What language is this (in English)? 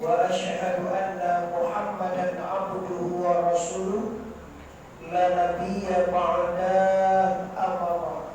Minangkabau